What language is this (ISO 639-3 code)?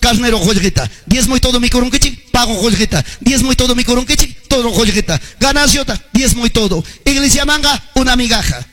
que